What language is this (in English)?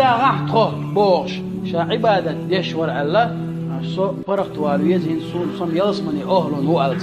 Chechen